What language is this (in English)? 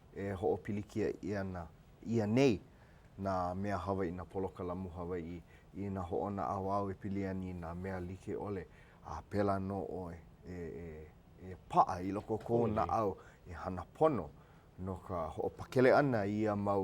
Hawaiian